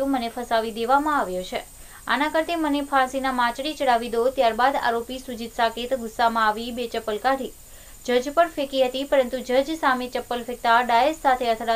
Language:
Gujarati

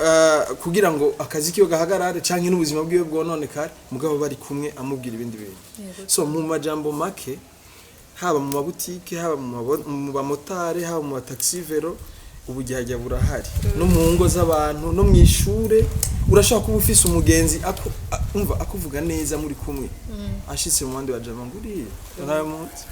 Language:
Rundi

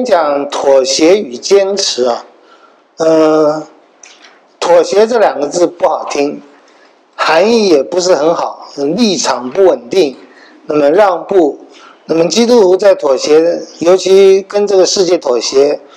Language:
Chinese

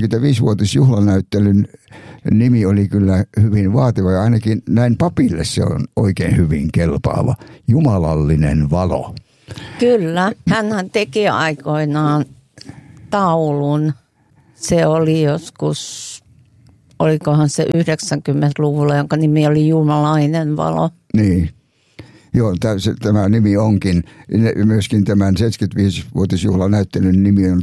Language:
Finnish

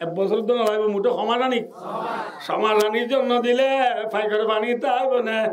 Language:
Rohingya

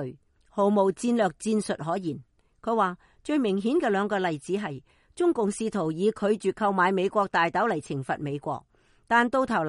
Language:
Cantonese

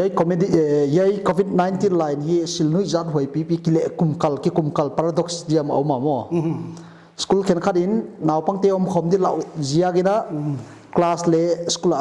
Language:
Paite Chin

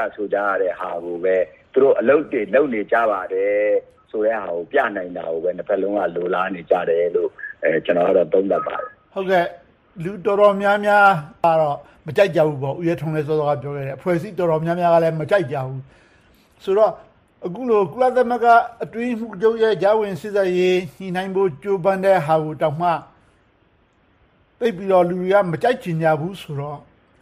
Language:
Burmese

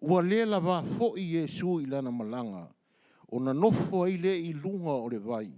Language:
Samoan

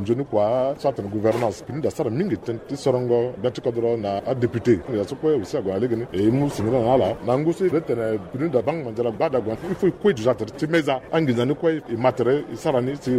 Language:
Sango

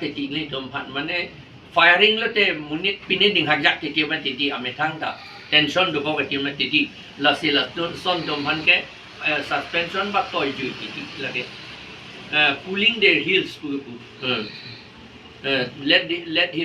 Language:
Karbi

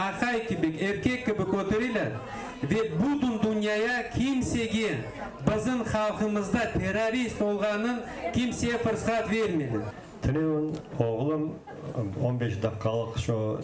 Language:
Crimean Tatar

